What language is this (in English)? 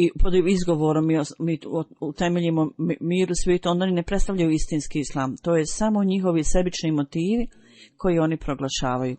Bosnian